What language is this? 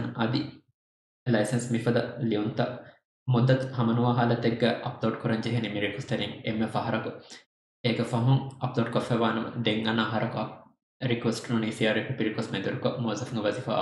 Divehi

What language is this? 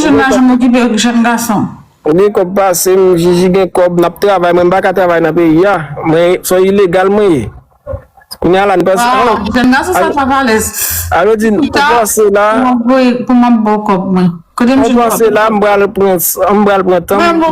Haitian Creole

